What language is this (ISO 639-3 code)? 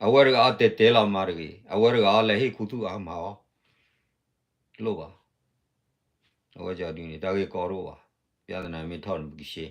ksw